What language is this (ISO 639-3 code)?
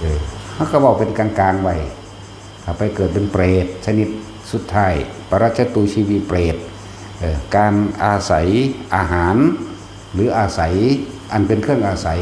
tts